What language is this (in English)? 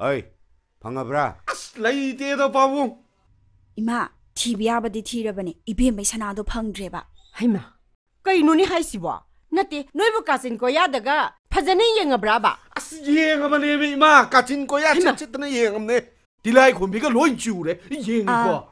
Manipuri